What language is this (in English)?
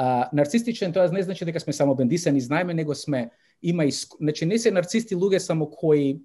Macedonian